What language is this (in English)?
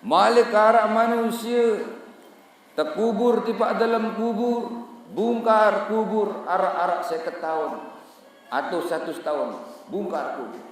Sasak